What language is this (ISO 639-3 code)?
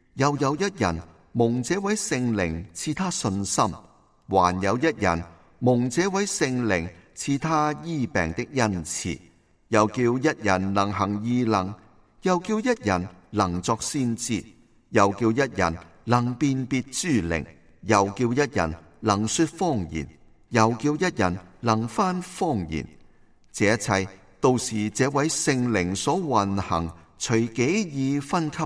yue